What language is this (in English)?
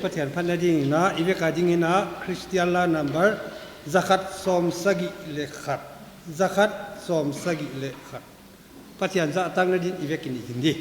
Paite Chin